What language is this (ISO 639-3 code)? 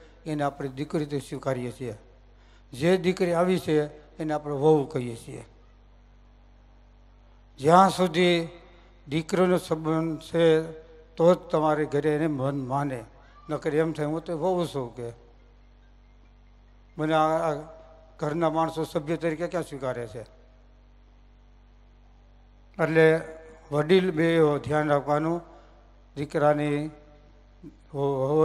guj